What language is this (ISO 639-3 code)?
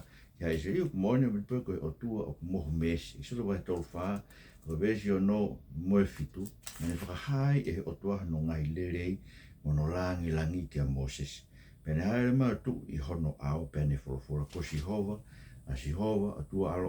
ton